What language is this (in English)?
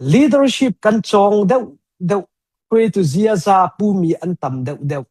Hakha Chin